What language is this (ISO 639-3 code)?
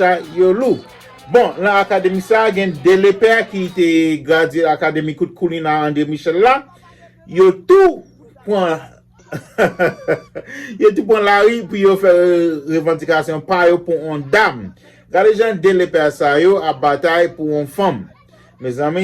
hat